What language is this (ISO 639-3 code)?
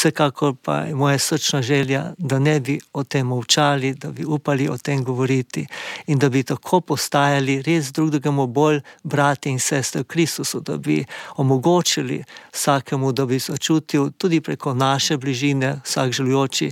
slv